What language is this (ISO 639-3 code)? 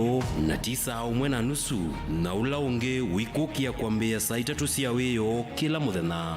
kam